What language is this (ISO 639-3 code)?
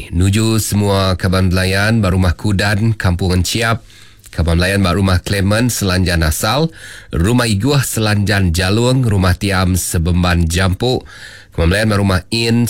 iba